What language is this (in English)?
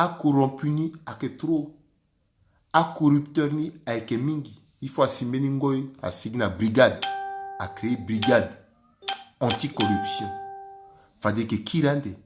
Sango